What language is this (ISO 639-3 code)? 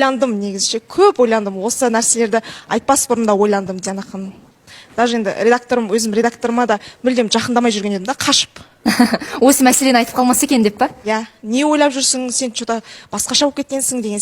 kaz